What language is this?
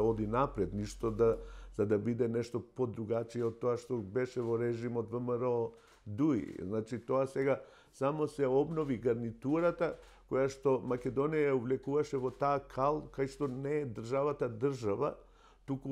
Macedonian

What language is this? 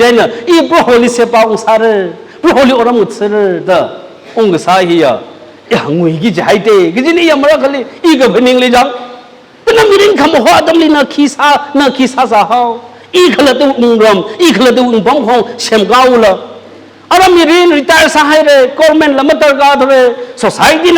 Tangkhul Naga (India)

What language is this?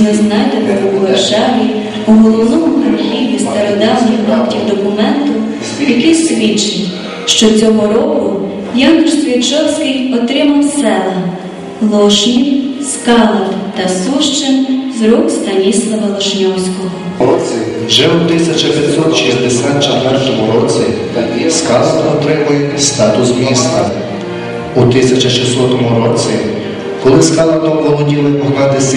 Ukrainian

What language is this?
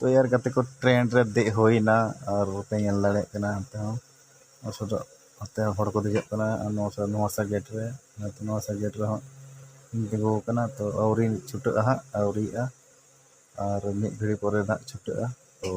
Santali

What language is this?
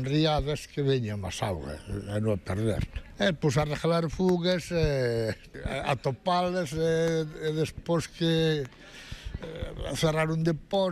Galician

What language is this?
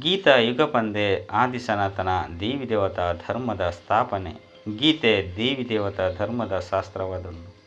Tulu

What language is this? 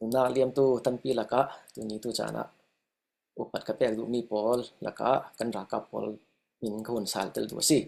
Falam Chin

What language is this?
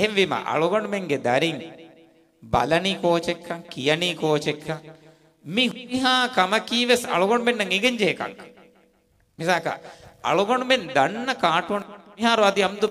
Divehi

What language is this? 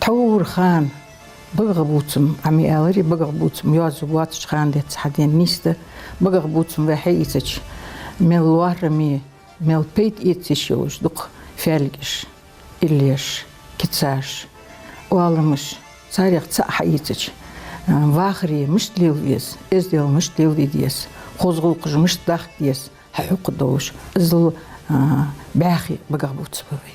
Ingush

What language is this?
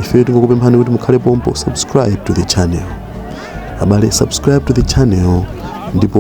Nyanja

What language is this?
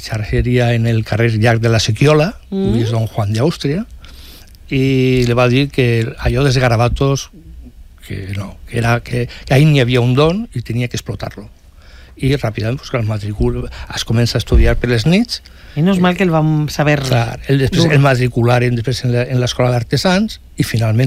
Catalan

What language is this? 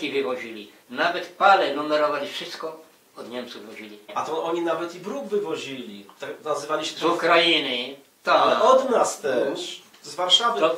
Polish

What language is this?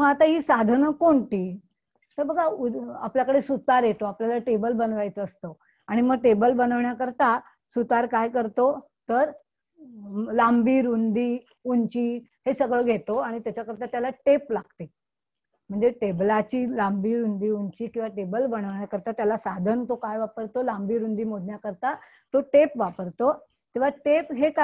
Marathi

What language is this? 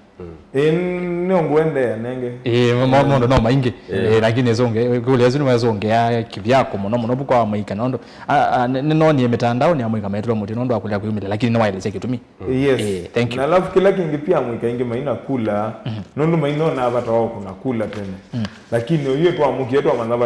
Kamba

